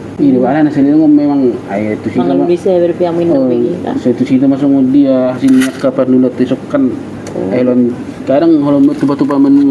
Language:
Batak Toba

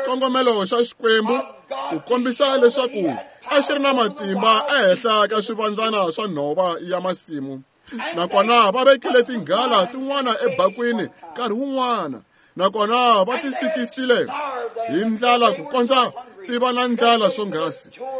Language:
Tsonga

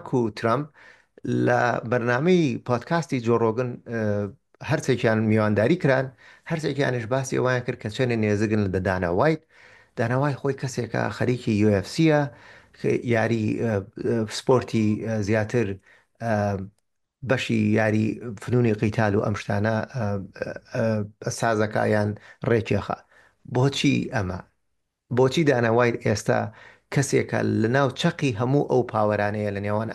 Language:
Central Kurdish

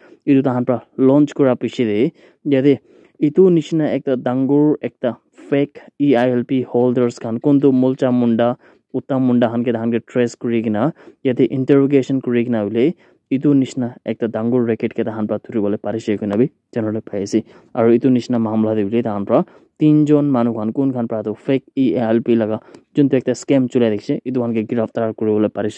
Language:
Naga Pidgin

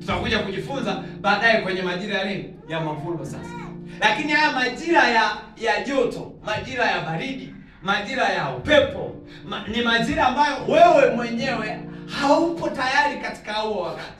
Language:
Swahili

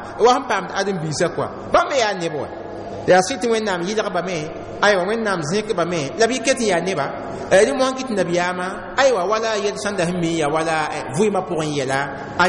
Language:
Mossi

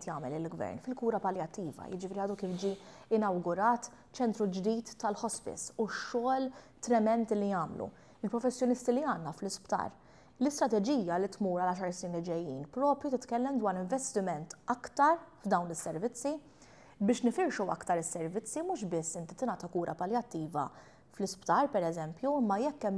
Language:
Maltese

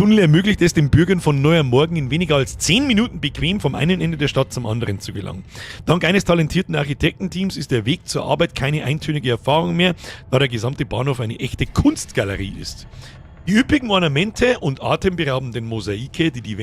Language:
Bavarian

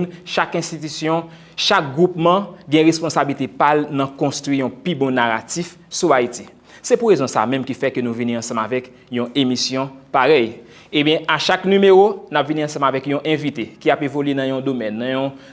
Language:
Haitian Creole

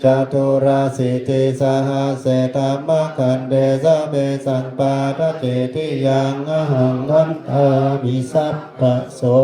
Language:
Pali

